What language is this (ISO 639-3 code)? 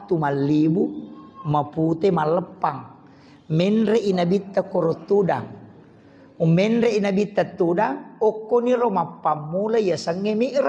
bug